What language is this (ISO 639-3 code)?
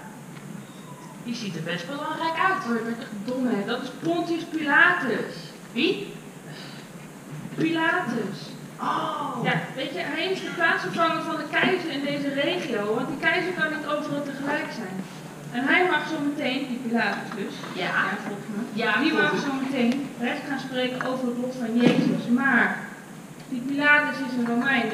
nld